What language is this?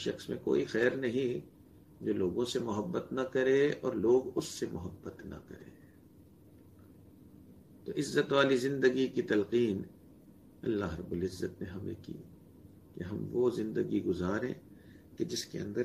Urdu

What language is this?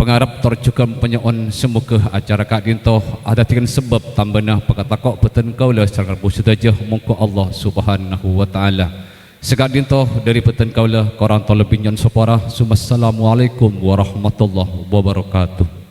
Madurese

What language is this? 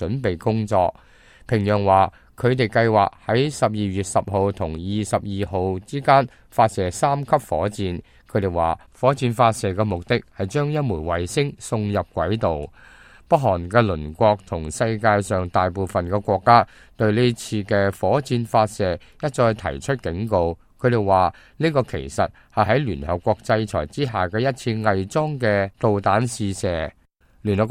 Cantonese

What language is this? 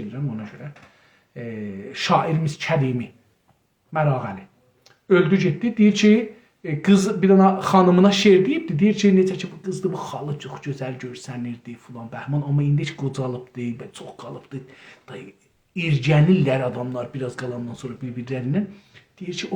South Azerbaijani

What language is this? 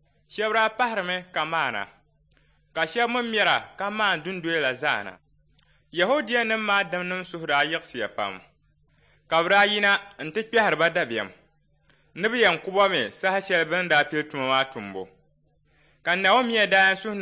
Dagbani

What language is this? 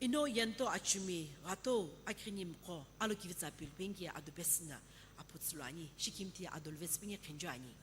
Sumi Naga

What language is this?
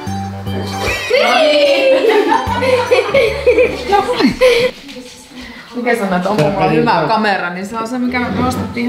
Finnish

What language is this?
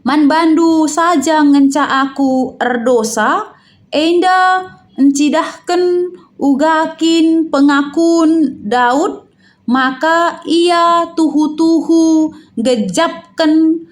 Batak Karo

